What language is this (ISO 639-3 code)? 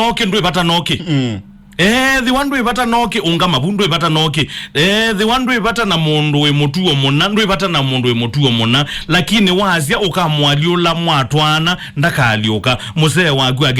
kam